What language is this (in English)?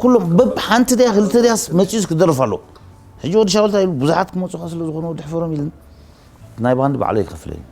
Tigrinya